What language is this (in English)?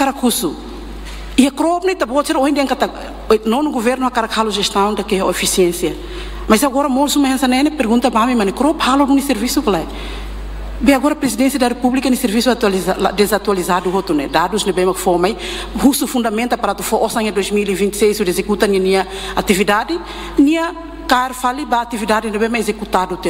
Tetum